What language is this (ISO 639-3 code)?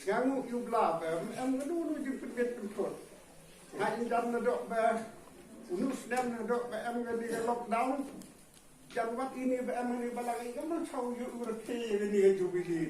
kha